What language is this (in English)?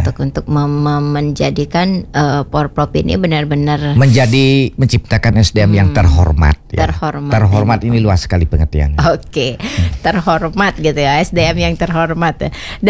Indonesian